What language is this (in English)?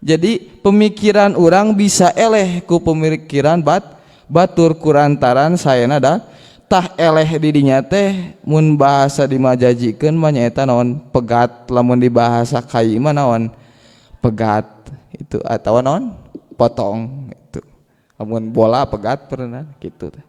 Sundanese